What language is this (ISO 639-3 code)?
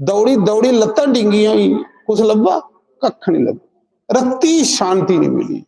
doi